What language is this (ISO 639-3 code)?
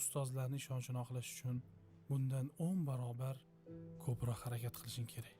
uzb